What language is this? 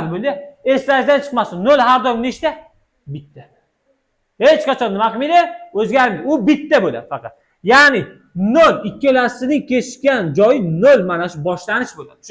Uzbek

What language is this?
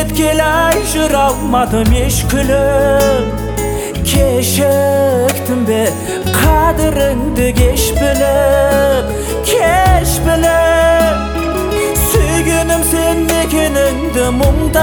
Kazakh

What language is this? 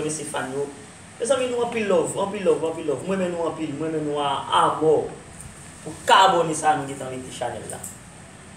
Haitian Creole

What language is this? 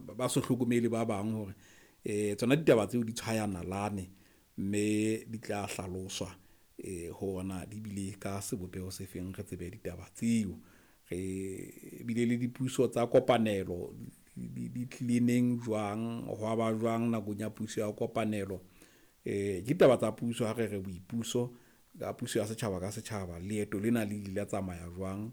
Southern Sotho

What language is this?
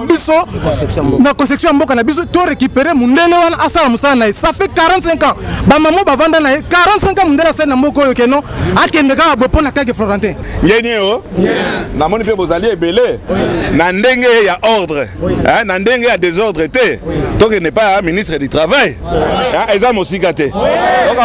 Lingala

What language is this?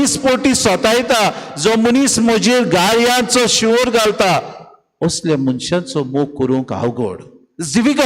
Konkani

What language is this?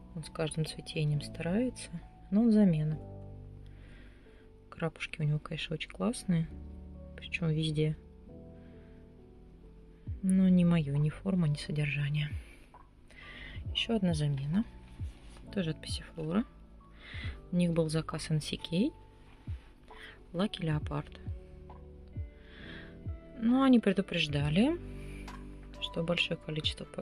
Russian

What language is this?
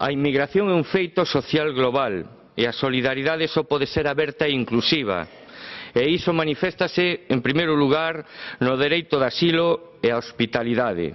Galician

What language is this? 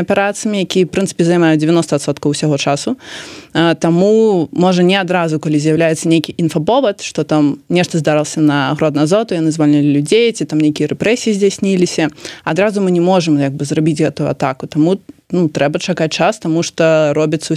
Belarusian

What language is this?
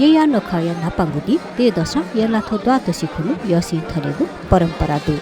Newari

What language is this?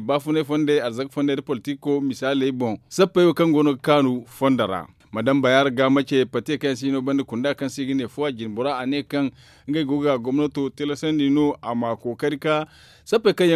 Zarma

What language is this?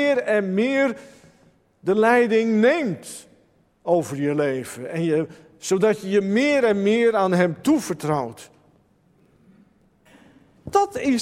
Dutch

